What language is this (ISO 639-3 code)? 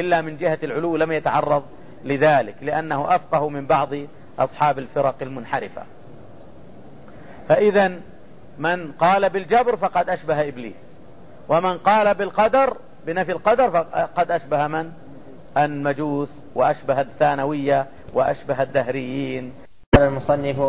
ara